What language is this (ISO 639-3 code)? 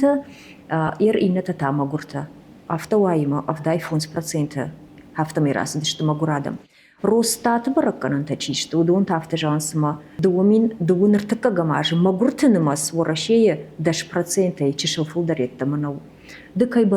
oss